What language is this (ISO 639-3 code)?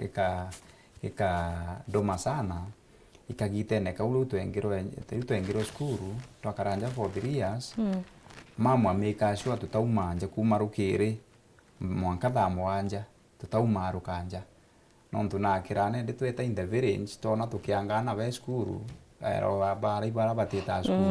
mer